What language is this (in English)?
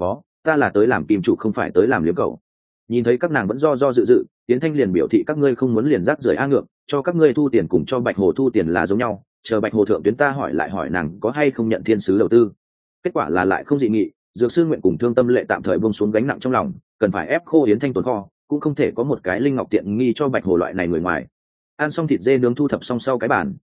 Vietnamese